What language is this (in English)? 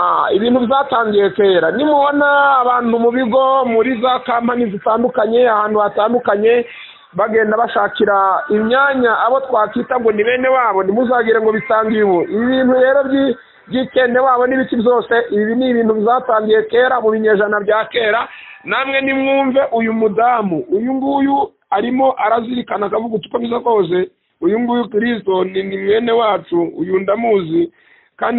Kinyarwanda